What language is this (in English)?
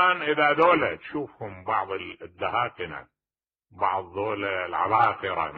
Mesopotamian Arabic